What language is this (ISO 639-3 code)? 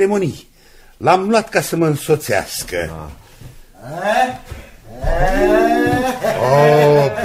ron